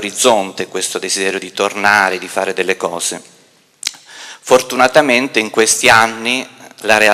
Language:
Italian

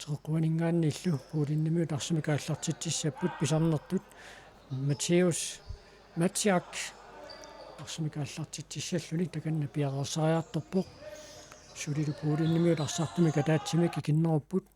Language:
Kalaallisut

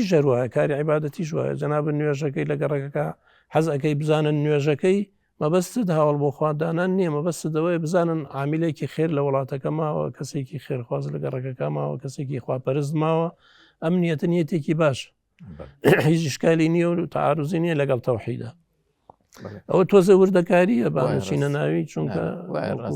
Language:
Central Kurdish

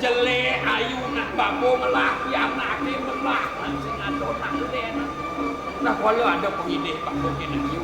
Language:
Balinese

